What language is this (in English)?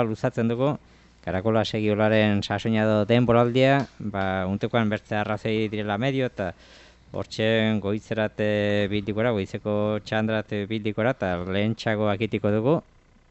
Basque